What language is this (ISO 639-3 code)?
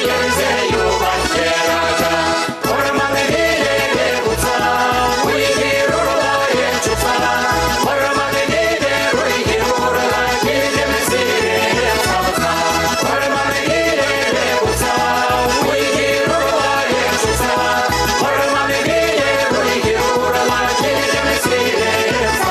chv